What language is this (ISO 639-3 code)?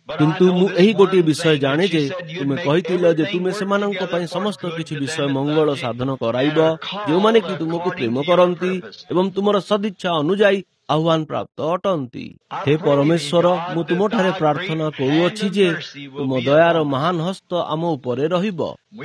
ori